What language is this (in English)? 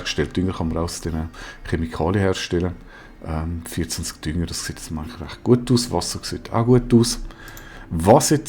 Swiss German